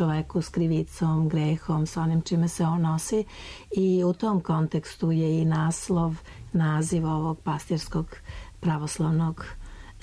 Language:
Serbian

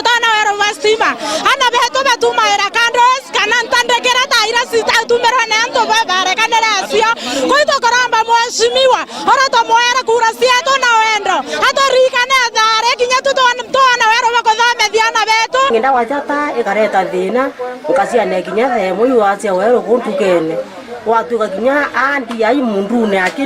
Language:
Meru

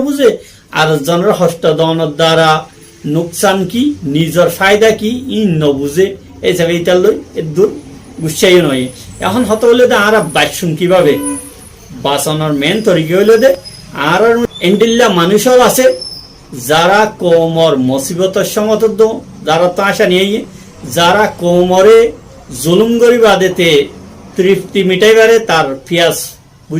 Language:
Rohingya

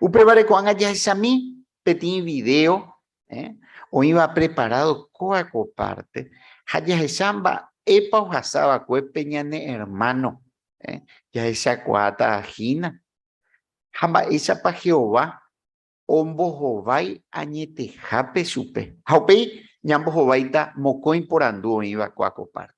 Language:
Guarani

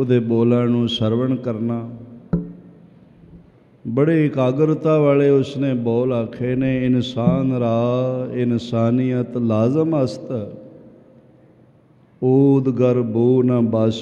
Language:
Punjabi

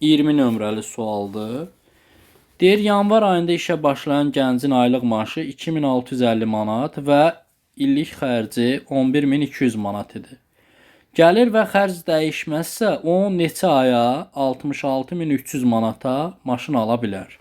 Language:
Azerbaijani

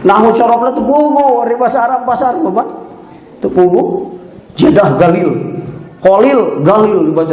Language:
Sundanese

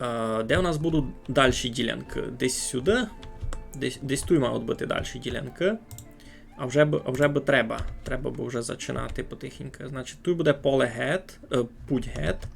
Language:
Rusyn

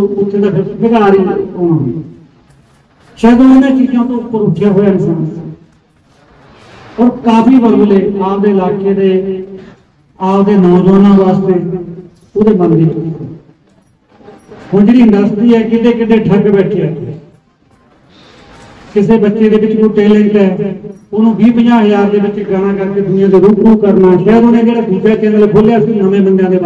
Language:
Punjabi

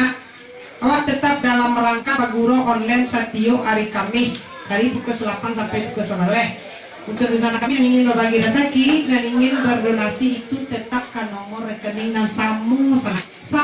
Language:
Minangkabau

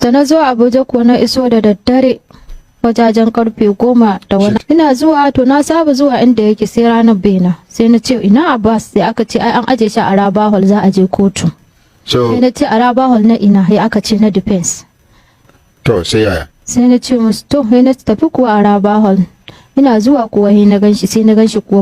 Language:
Hausa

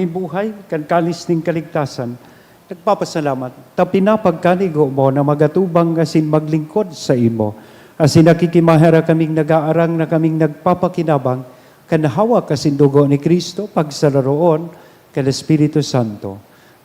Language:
Bikol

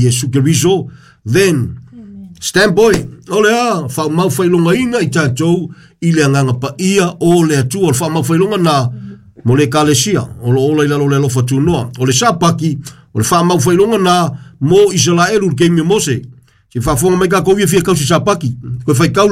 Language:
Samoan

